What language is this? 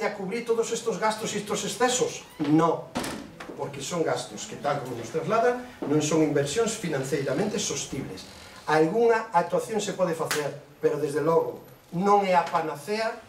Galician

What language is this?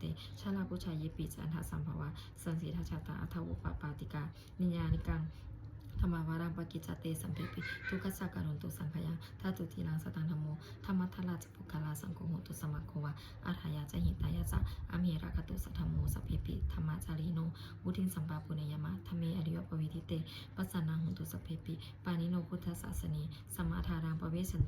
Pali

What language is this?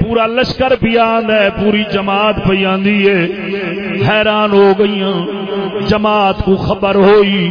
Saraiki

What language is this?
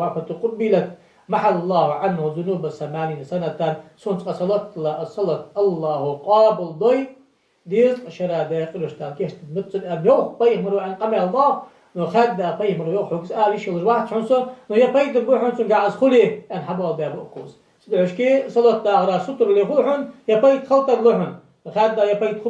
Ingush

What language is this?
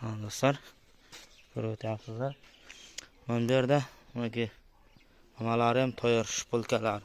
Uzbek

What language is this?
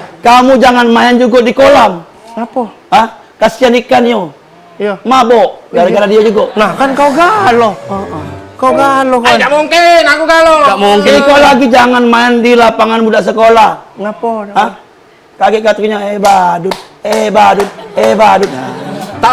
Musi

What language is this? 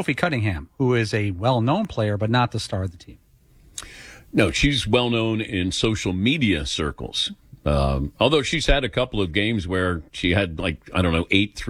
English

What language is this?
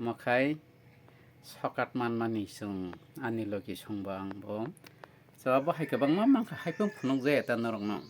Kok Borok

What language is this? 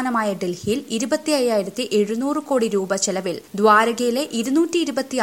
Malayalam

